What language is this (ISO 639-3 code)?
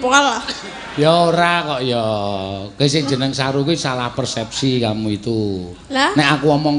jav